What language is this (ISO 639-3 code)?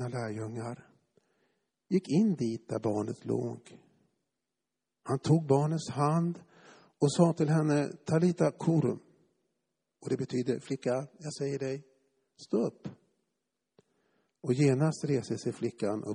swe